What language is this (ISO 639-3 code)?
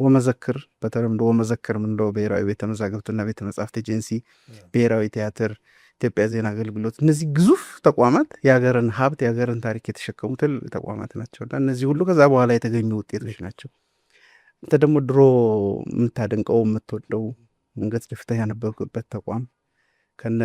amh